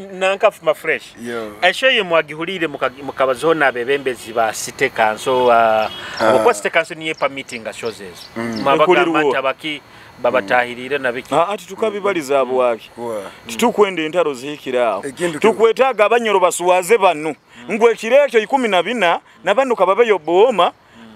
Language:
Nyoro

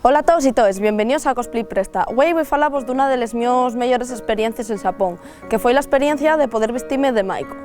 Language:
Asturian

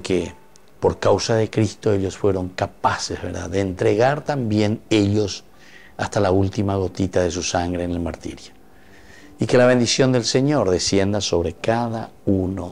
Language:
Spanish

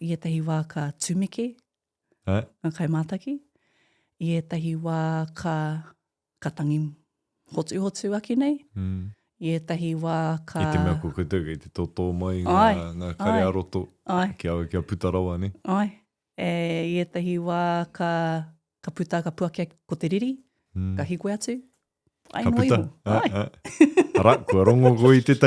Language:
Māori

